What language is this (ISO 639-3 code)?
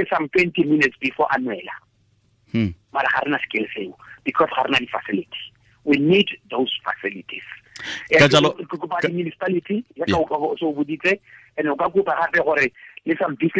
tsn